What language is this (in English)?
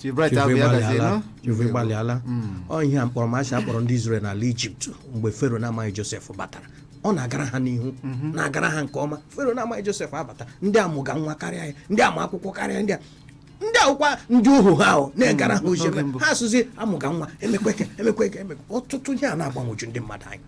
Igbo